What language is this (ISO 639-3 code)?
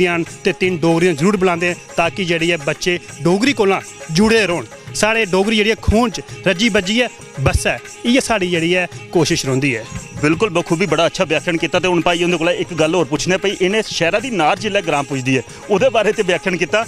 doi